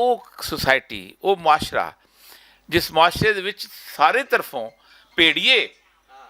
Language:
Western Panjabi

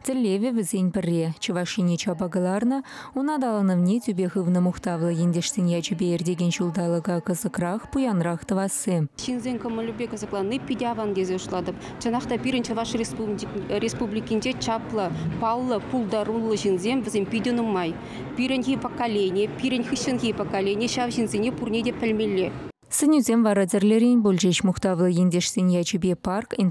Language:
Chuvash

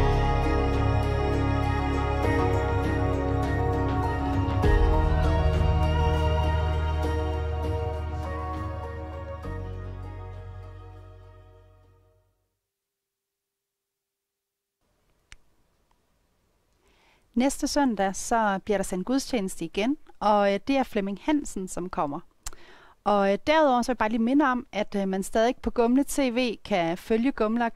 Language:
Danish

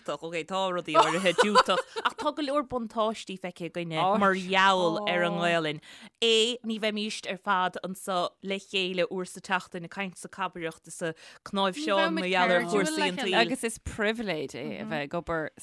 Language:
Irish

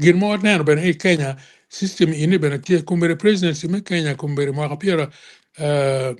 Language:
Acoli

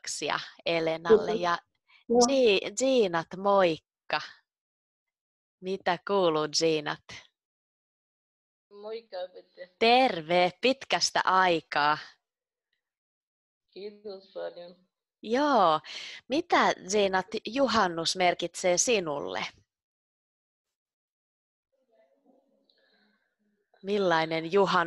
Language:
Finnish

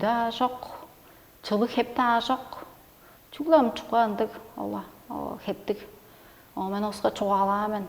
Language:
Tuvinian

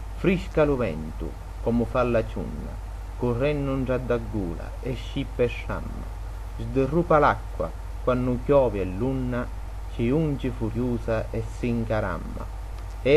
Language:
Sicilian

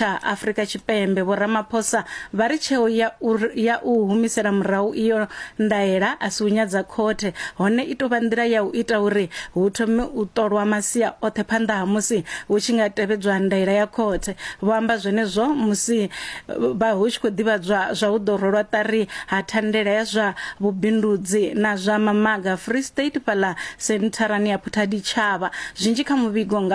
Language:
Venda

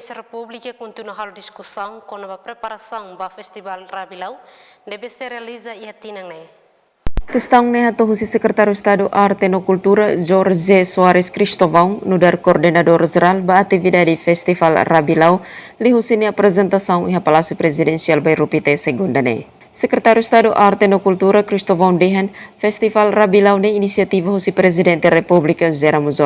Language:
Tetum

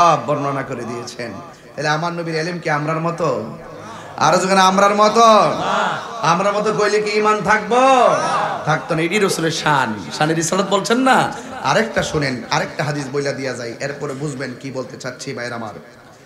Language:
Bangla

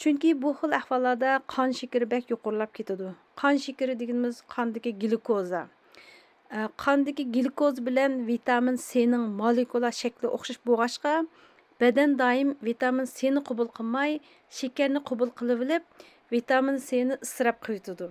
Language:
Uyghur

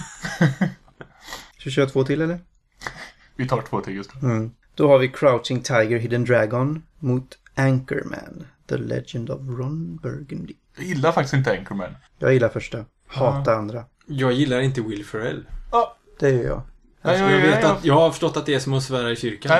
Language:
Swedish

